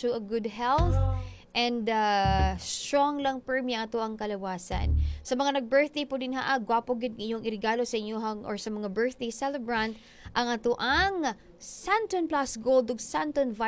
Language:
Cebuano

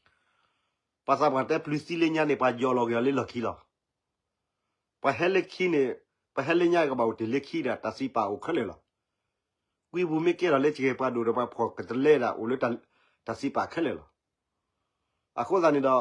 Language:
S'gaw Karen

